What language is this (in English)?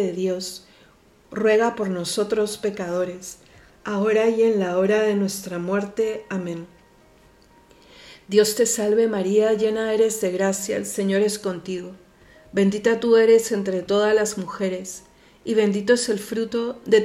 Spanish